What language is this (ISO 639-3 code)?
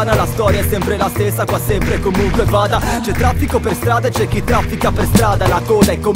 ita